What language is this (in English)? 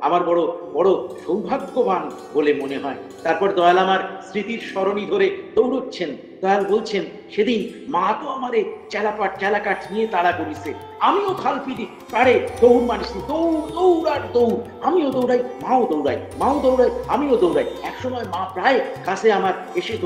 Bangla